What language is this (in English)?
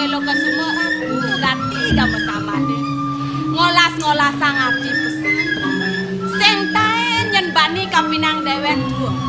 Balinese